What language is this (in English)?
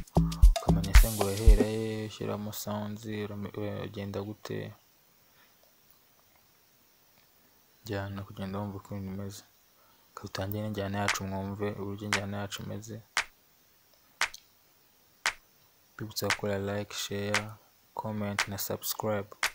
Kinyarwanda